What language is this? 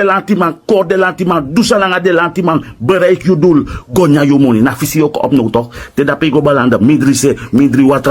Sranan Tongo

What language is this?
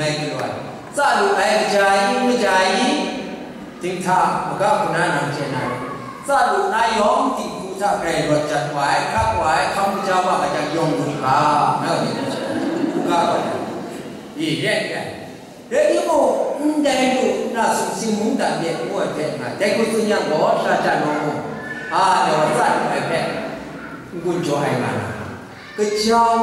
Kachin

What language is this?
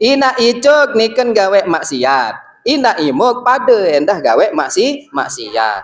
Sasak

